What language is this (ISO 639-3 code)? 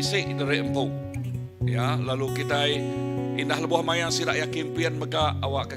iba